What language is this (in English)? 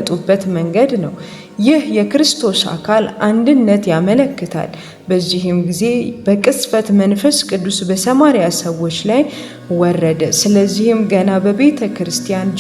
Amharic